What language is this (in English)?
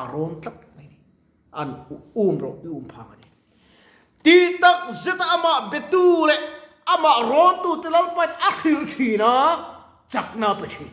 Mizo